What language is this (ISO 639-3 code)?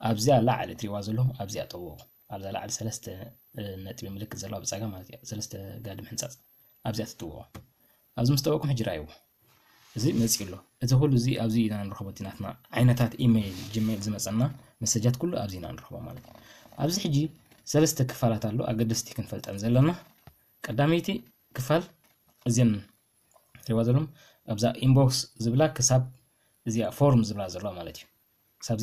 tir